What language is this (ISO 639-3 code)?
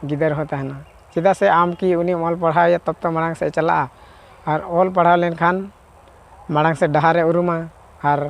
sat